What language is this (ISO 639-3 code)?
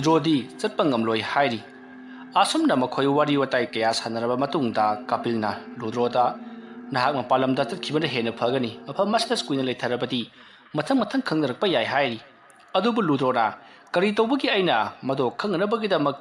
mni